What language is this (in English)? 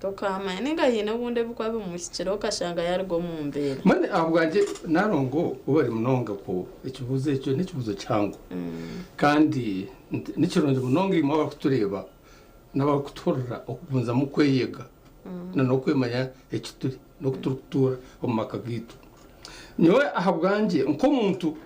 Nyankole